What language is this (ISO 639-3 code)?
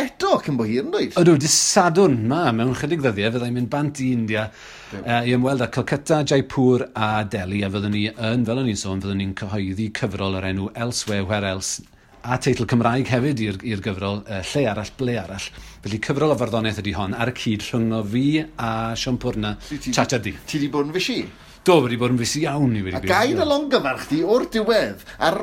cym